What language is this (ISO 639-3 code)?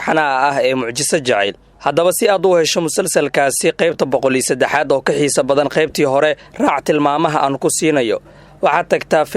som